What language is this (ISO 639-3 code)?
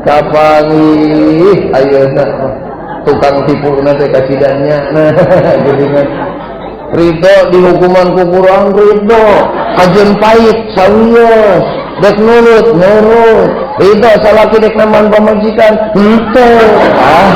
sun